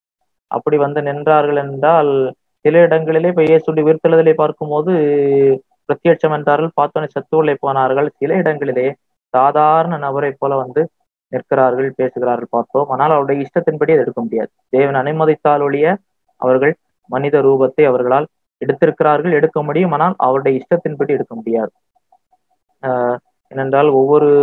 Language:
Tamil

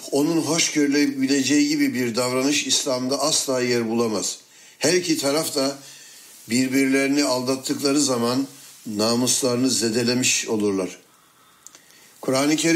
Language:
Turkish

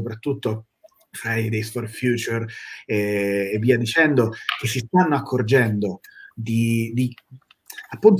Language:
Italian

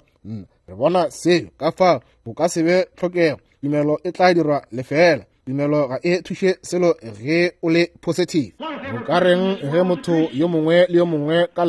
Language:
Northern Sotho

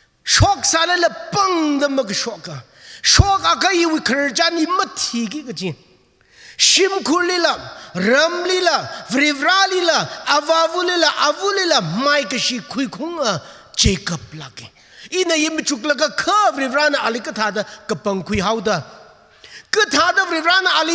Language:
Tangkhul Naga (India)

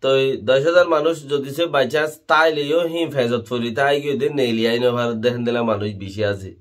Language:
Rohingya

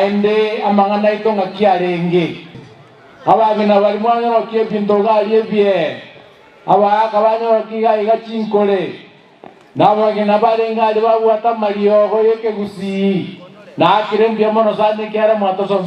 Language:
Gusii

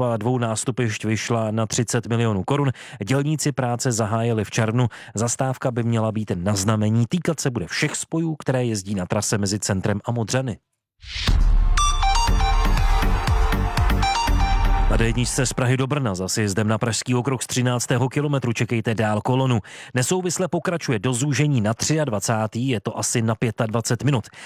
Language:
Czech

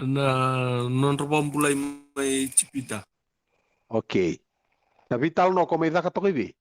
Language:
Fijian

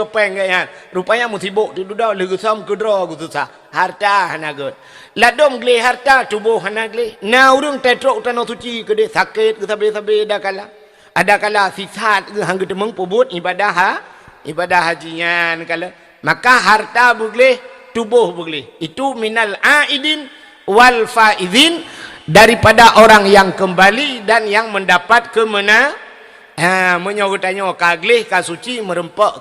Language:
Achinese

